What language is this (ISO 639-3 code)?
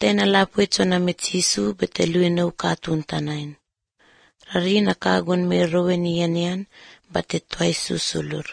eus